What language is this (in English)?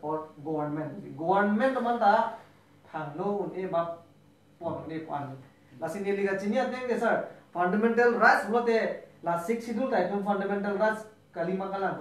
Karbi